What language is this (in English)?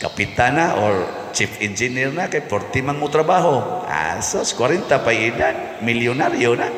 Cebuano